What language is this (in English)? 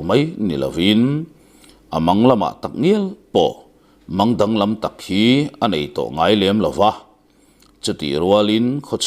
Mizo